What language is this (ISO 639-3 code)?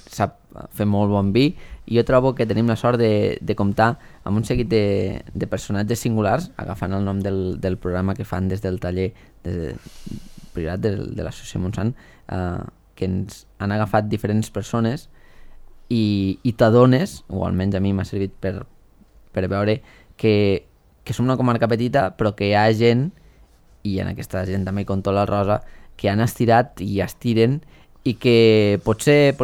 cat